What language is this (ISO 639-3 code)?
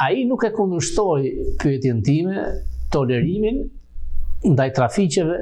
sqi